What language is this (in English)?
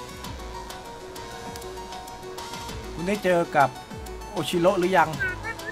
Thai